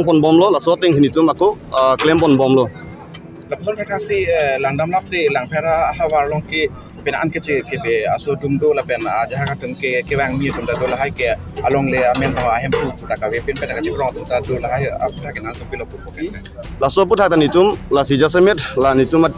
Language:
Karbi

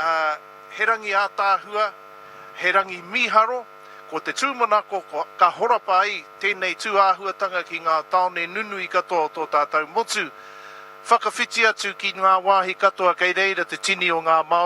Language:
Māori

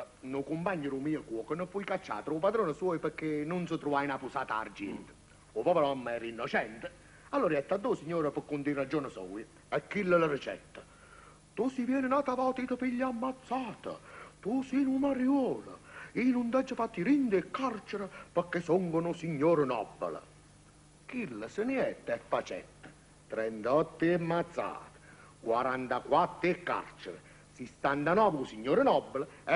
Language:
Neapolitan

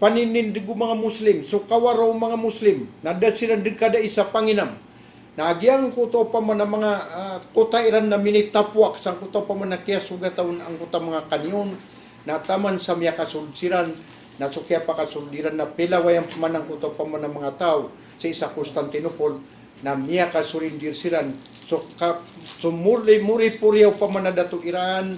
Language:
Maranao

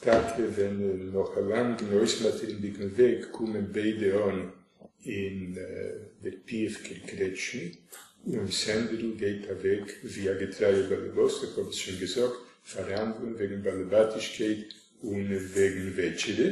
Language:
Yiddish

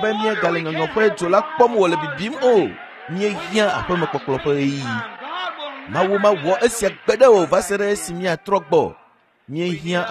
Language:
Ewe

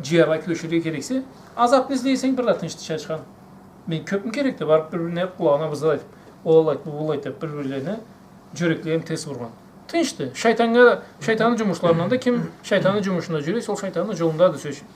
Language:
Karachay-Balkar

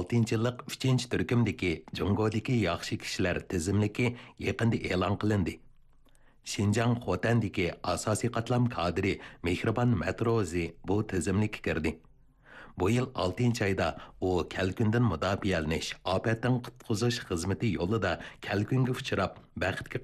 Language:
Uyghur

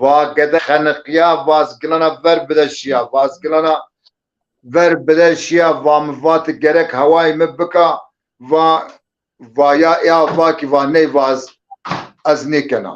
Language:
Zaza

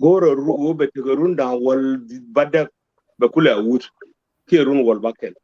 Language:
Nuer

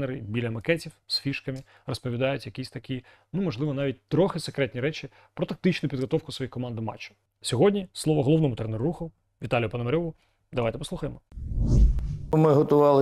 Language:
Ukrainian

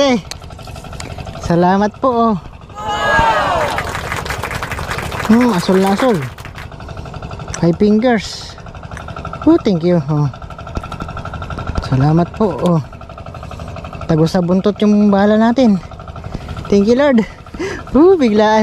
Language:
Filipino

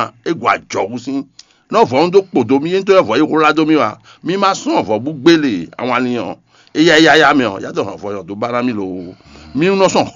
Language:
Fon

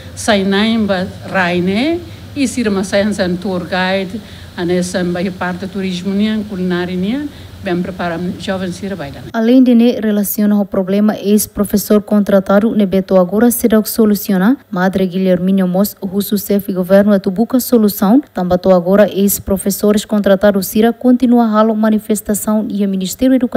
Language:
Tetum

